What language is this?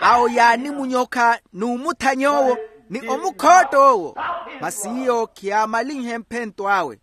Makhuwa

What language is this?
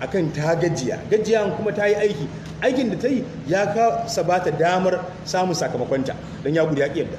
Hausa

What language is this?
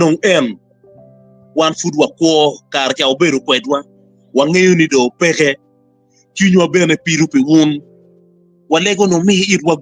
Acoli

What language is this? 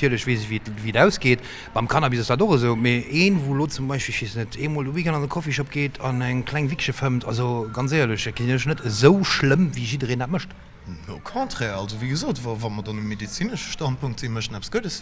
Luxembourgish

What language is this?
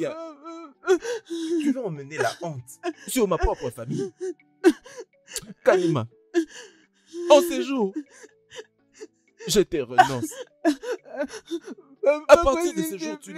French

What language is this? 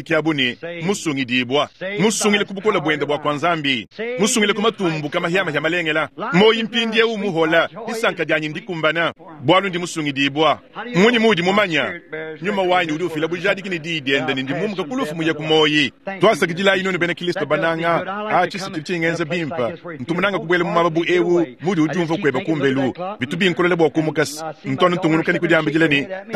Luba-Lulua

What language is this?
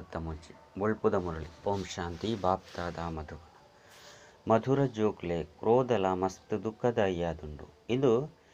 Tulu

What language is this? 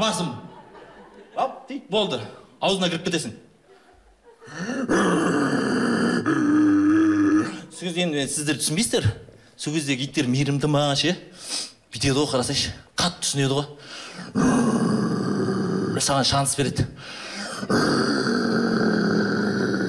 Kazakh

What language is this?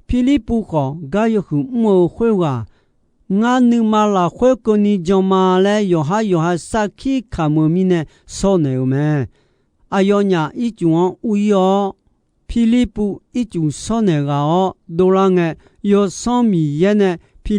Akha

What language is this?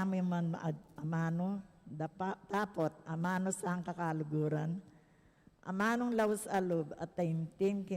Pampanga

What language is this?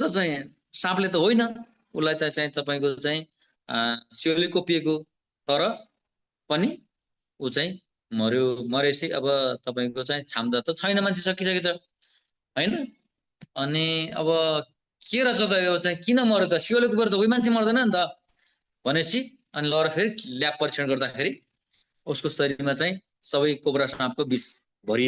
Nepali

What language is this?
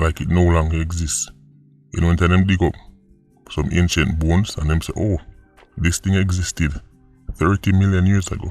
Jamaican Creole English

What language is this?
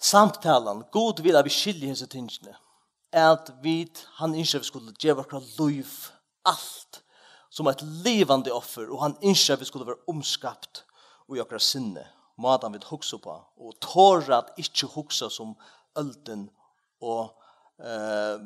Faroese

